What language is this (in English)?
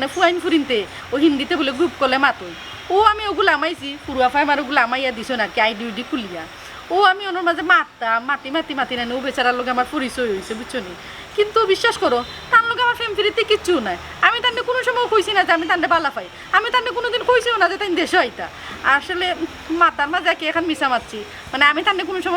Sylheti